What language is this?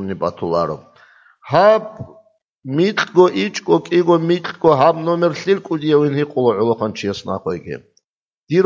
Avaric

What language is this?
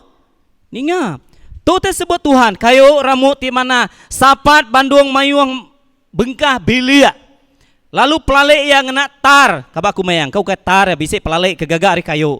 Iban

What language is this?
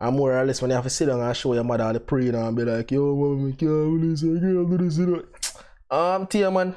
Jamaican Creole English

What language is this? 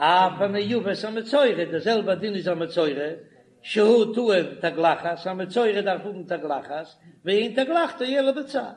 Yiddish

